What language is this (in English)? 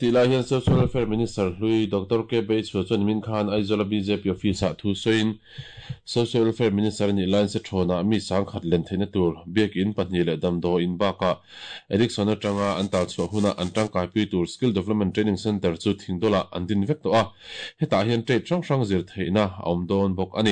Mizo